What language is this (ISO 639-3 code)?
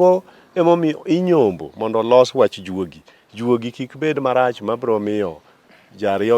luo